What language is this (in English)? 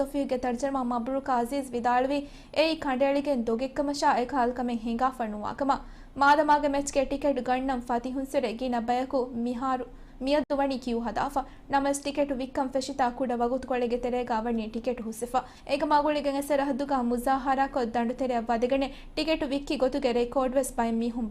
Divehi